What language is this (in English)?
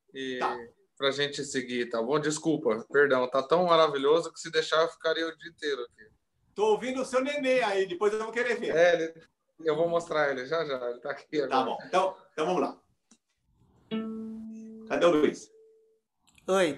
Portuguese